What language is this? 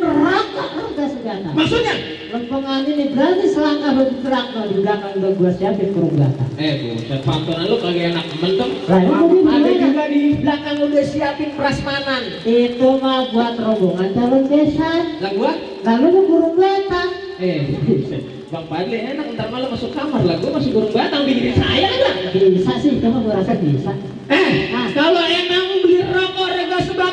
Betawi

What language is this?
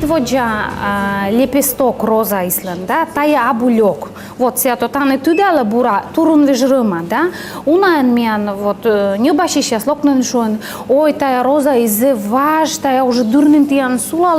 Komi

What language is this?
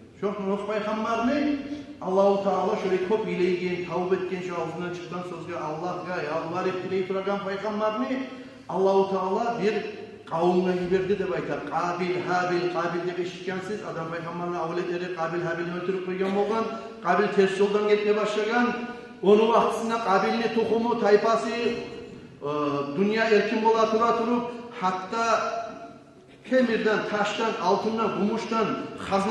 Kumyk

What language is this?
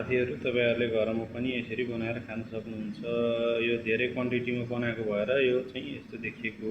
Nepali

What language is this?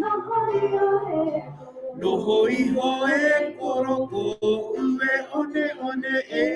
Māori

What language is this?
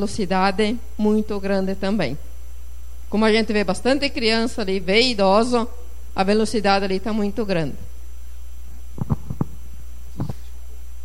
Portuguese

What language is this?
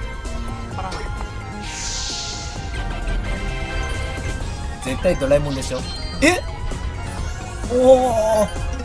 Japanese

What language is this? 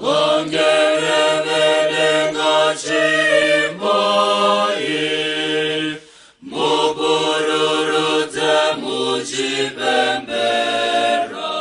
Shona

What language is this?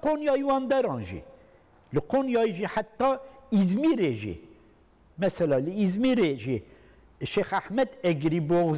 Kurdish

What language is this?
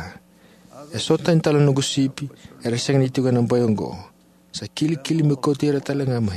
Fijian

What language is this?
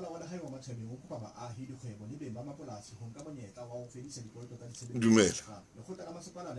Southern Sotho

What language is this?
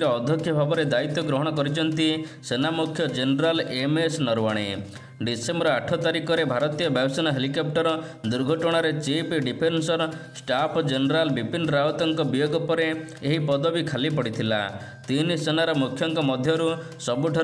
Odia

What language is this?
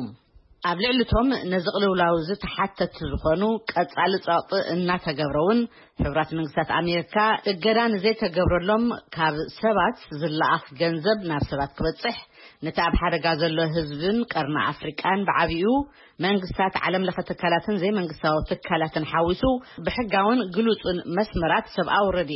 Tigrinya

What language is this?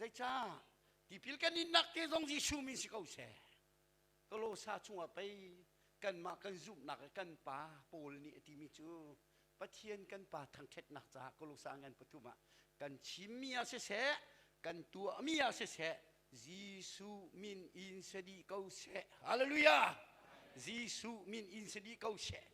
Hakha Chin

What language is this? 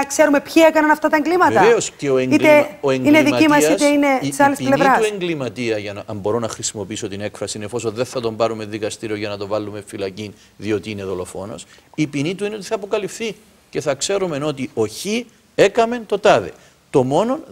Greek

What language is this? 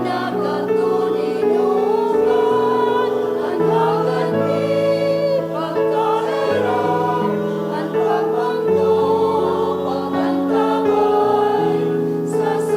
Bikol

